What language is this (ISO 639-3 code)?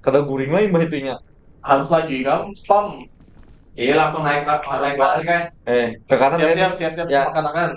bjn